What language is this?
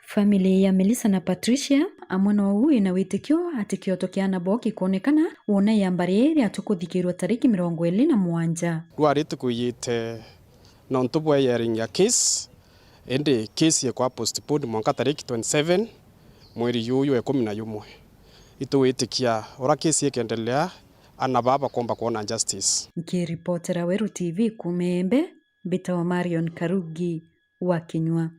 Meru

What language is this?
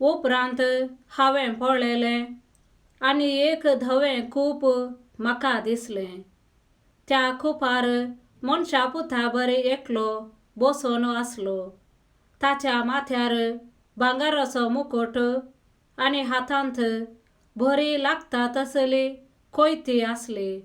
Konkani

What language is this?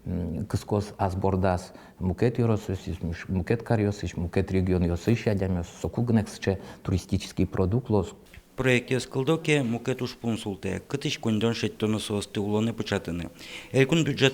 Udmurt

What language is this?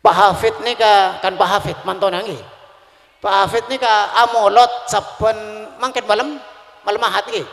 Madurese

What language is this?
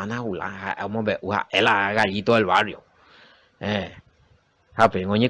Guarani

